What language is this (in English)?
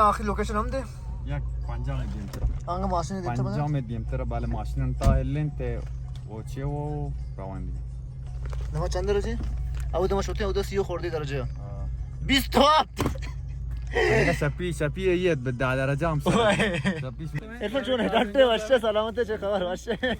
Baluchi